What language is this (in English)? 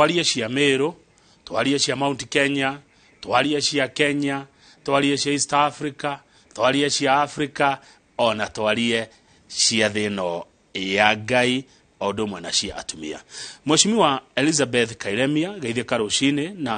Kikuyu